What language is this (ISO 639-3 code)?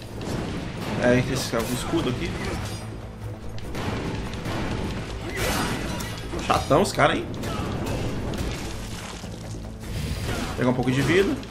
por